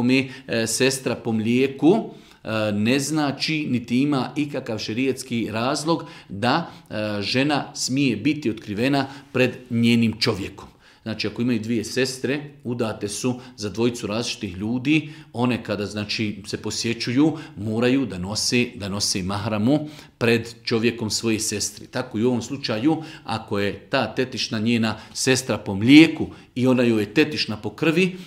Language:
Bosnian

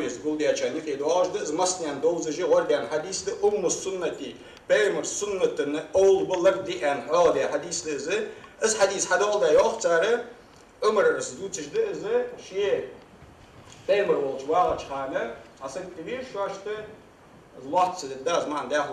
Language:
Ingush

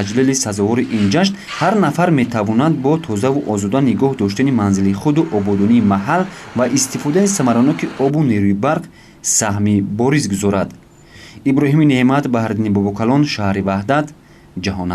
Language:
Tajik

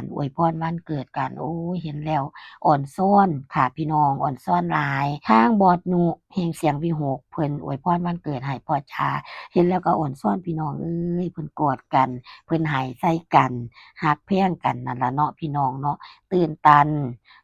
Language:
Northeastern Thai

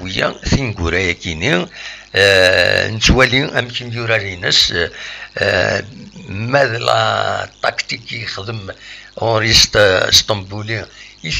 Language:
Kabyle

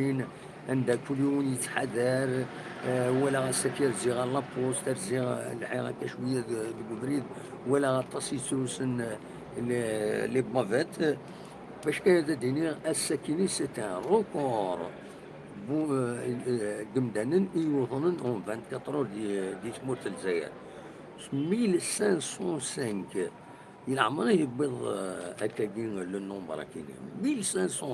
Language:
Kabyle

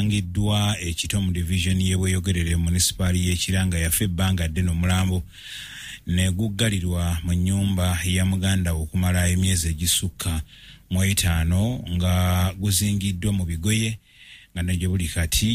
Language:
Ganda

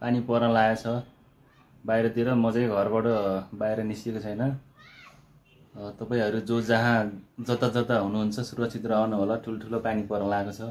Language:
Nepali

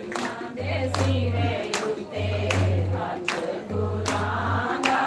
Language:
Dogri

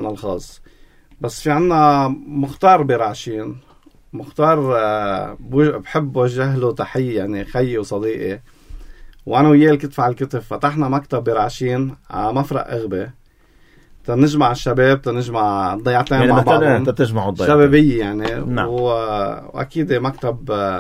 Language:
North Levantine Arabic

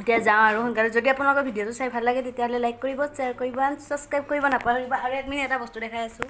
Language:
Assamese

